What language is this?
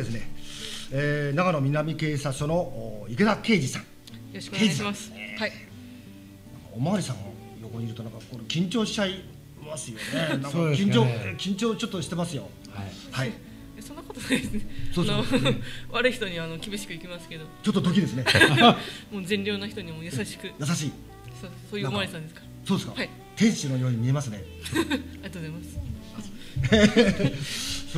Japanese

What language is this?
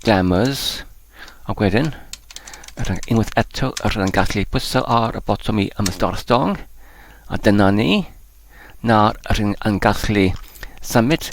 Welsh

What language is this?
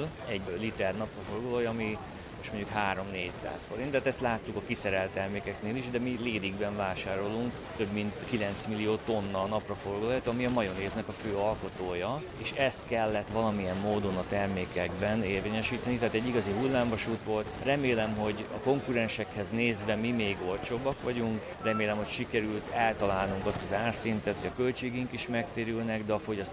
Hungarian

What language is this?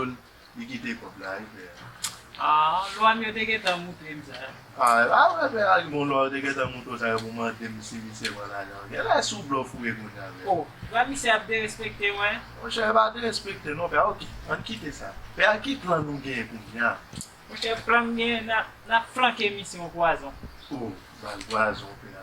Haitian Creole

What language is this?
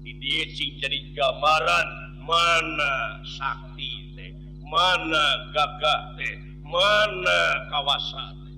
Sundanese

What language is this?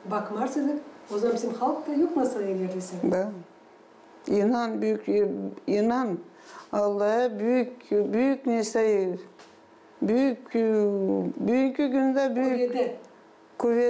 Gagauz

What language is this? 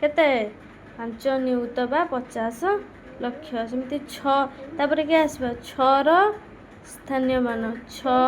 Odia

